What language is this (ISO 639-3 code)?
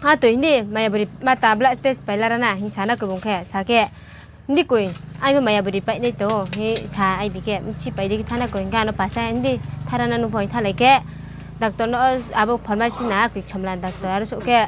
ria